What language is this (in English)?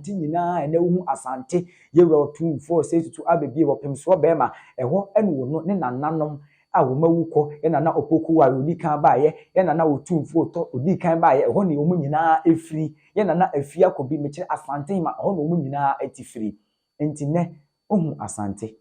Akan